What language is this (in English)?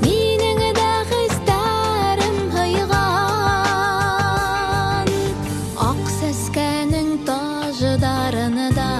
Bashkir